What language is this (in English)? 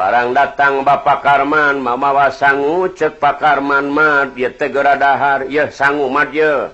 Sundanese